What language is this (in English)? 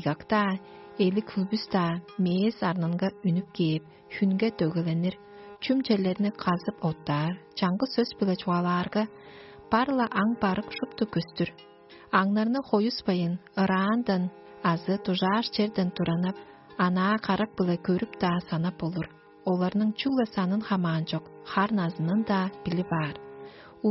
Tuvinian